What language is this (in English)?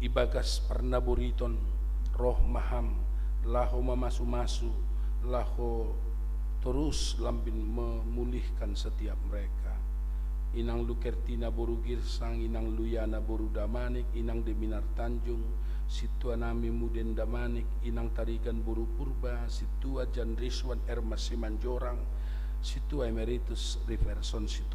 Batak Simalungun